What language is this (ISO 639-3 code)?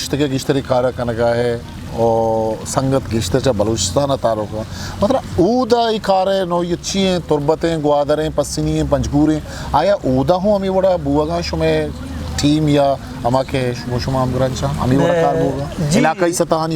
bgp